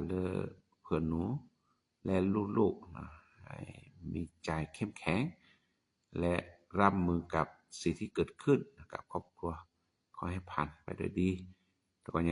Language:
S'gaw Karen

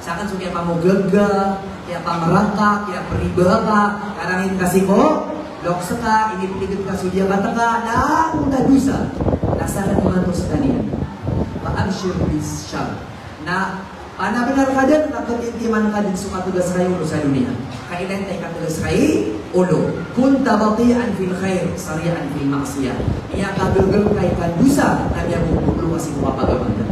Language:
Maranao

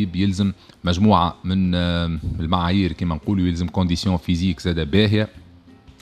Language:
Tunisian Arabic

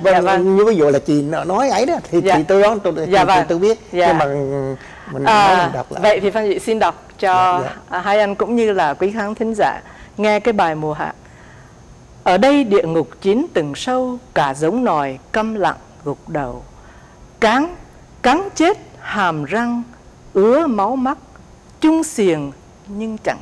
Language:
Vietnamese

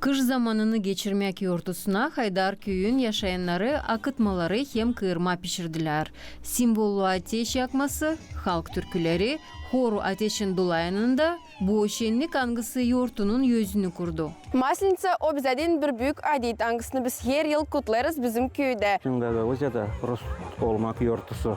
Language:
Gagauz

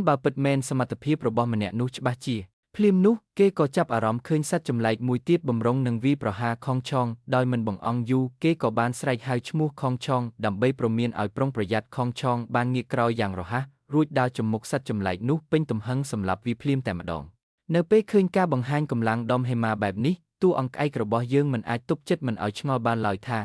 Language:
Khmer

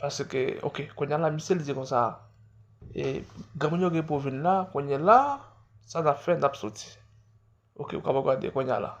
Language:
Haitian Creole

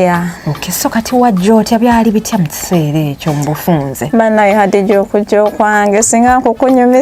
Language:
Ganda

